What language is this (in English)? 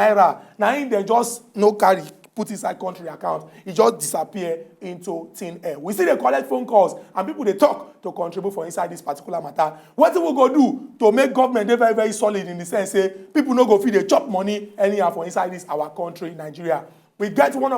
Nigerian Pidgin